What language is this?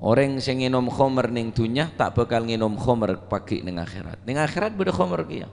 Madurese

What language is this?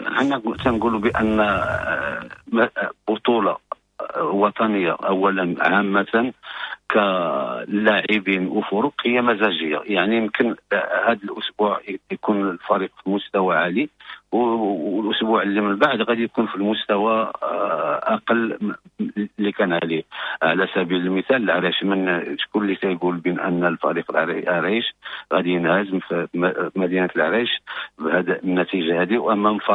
Moroccan Arabic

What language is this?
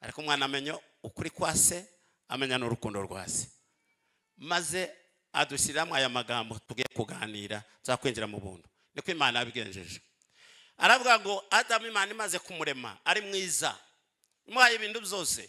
Kinyarwanda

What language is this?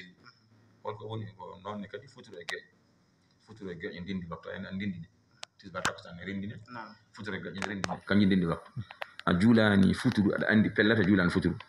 Fula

